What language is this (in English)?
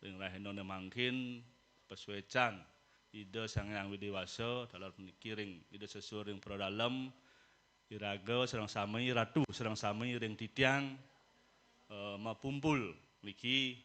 Balinese